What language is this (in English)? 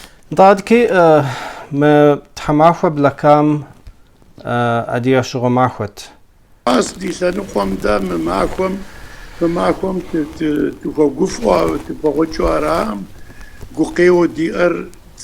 Kabardian